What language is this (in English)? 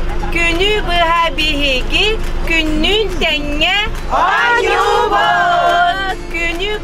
Yakut